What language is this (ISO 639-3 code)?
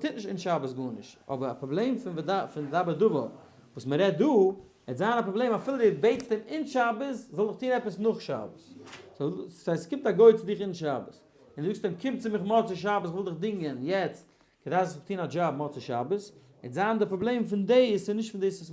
yid